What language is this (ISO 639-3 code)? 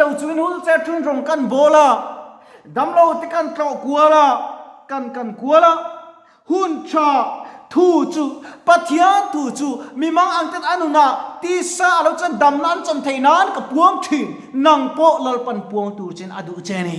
lus